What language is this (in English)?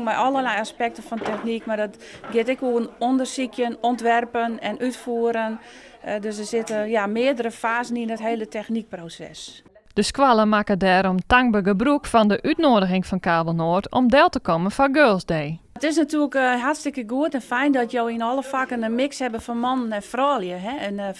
Western Frisian